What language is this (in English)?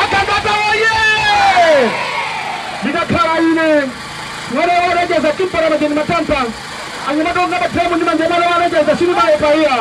Nyanja